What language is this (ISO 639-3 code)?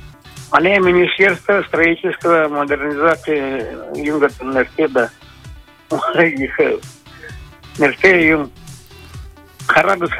bua